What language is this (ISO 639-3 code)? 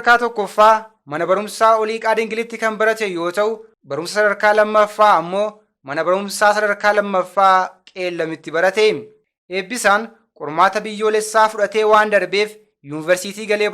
orm